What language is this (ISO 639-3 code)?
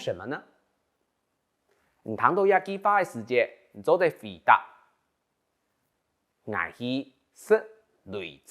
hak